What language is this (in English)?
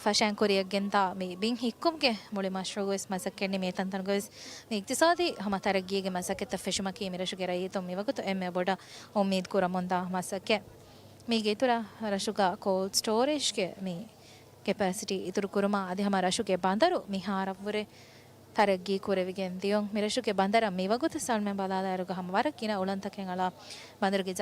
Divehi